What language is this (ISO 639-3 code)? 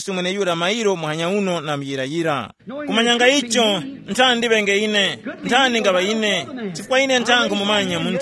tum